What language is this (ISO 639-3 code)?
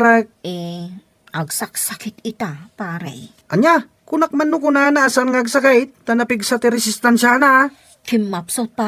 ilo